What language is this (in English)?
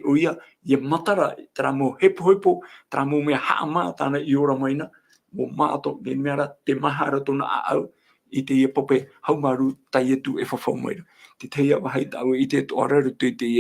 Tahitian